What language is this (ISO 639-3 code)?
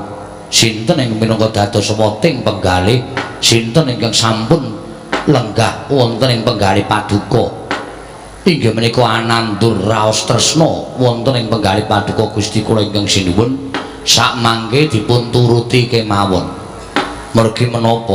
jav